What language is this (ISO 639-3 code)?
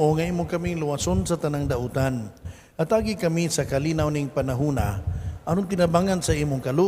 ceb